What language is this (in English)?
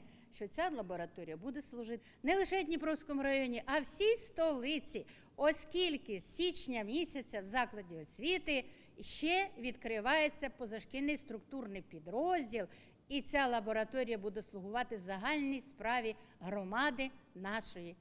Ukrainian